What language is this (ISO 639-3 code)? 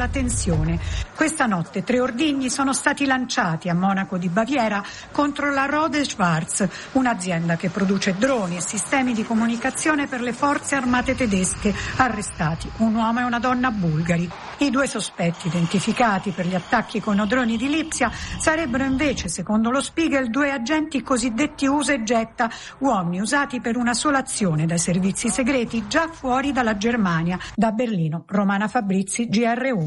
ita